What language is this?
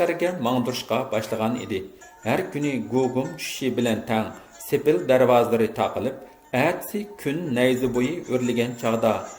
Uyghur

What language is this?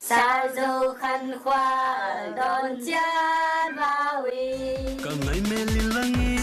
Tedim Chin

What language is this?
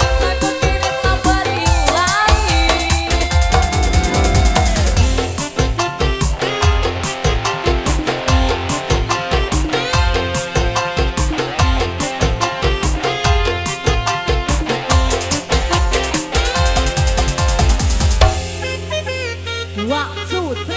Indonesian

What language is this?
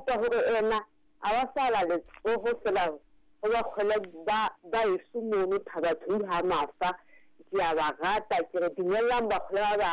Southern Sotho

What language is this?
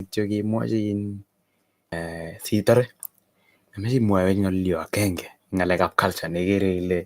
Kalenjin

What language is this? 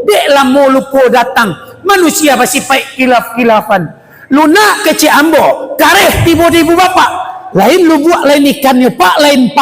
Minangkabau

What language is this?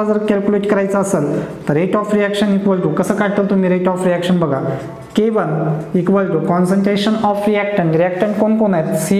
Marathi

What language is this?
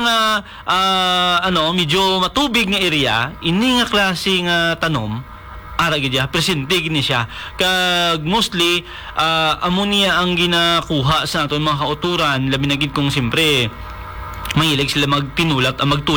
Hiligaynon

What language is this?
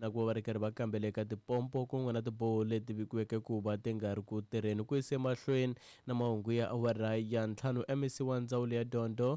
Tsonga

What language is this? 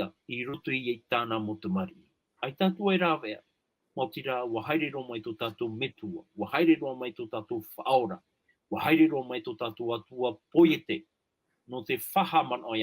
Tahitian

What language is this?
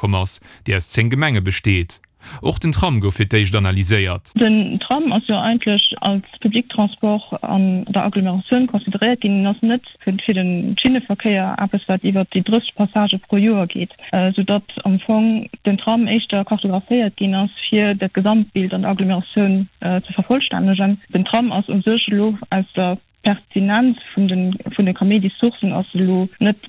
Luxembourgish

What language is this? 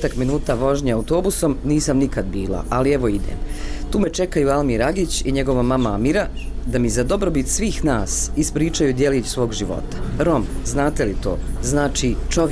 Bosnian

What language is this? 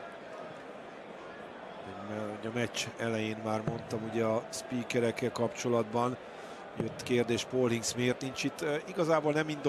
Hungarian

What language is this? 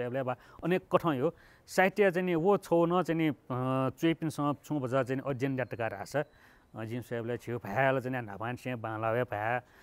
Newari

